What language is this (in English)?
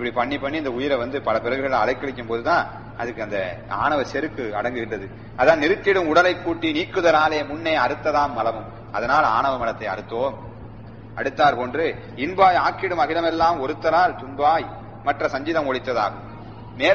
Tamil